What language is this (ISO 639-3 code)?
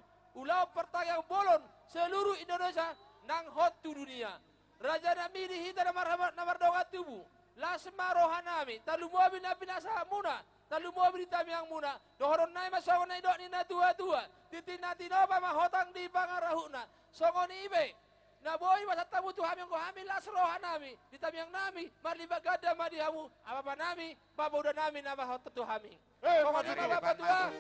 bbc